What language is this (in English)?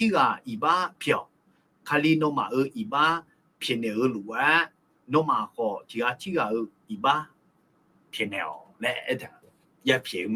Akha